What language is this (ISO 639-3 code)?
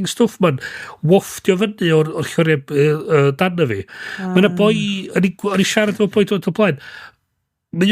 cym